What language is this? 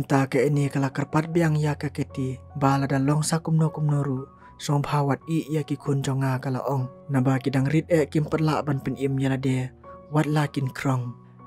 Khasi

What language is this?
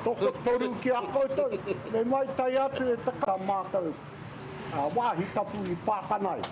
Māori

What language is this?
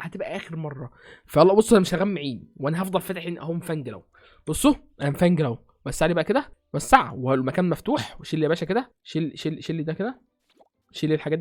Egyptian Arabic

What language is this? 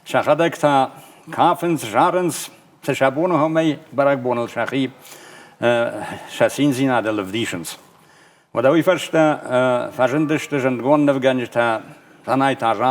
Ossetic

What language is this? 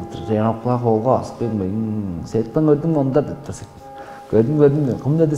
Tuvinian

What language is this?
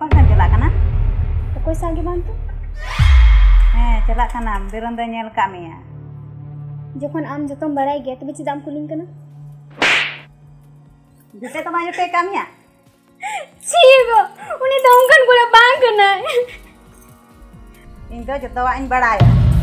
Santali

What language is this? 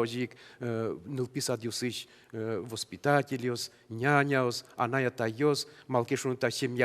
Udmurt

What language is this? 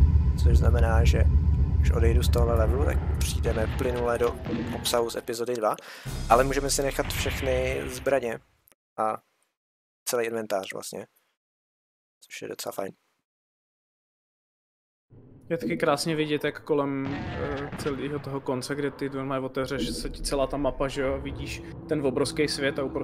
Czech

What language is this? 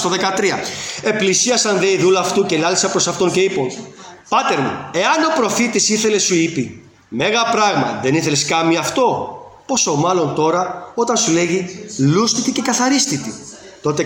Greek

